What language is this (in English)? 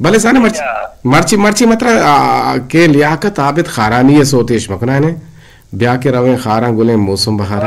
Eastern Balochi